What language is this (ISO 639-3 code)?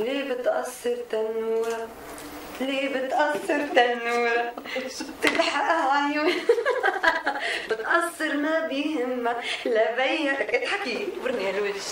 apc